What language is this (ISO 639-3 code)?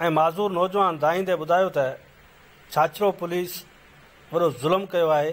snd